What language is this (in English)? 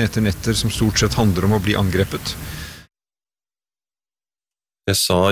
Norwegian